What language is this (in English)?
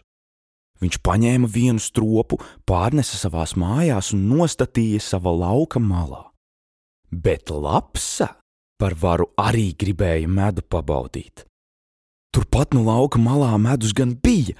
Latvian